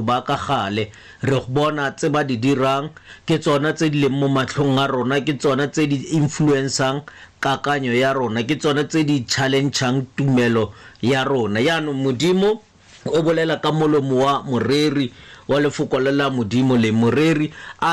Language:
Tswana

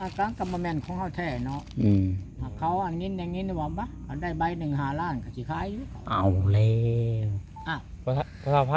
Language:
Northeastern Thai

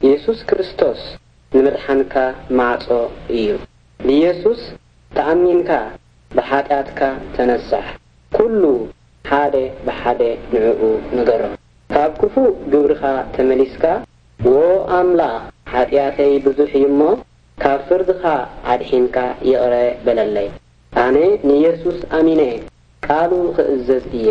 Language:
Tigrinya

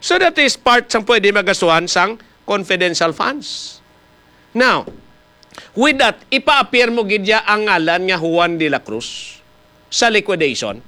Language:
Hiligaynon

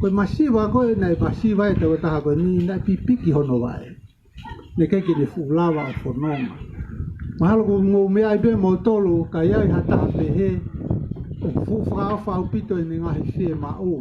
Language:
Tongan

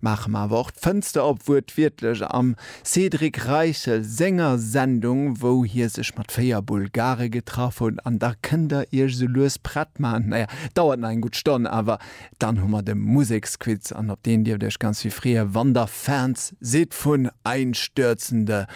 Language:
Luxembourgish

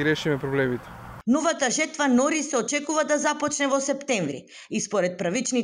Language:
Macedonian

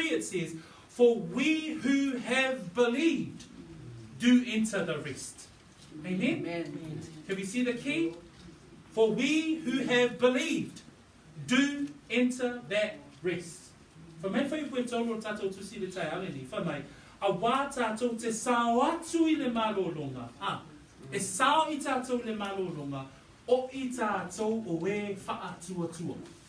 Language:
Samoan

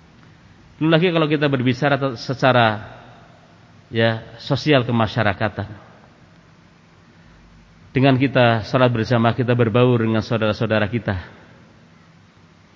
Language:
Indonesian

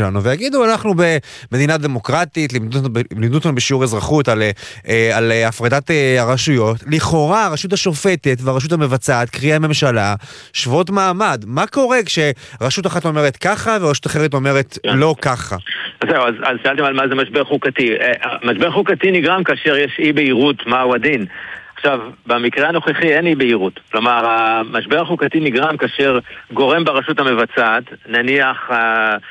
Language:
Hebrew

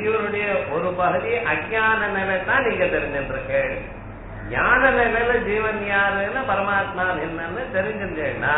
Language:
Tamil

